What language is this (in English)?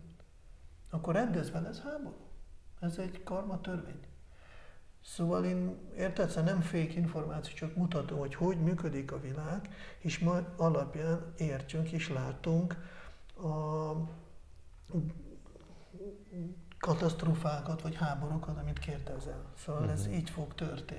Hungarian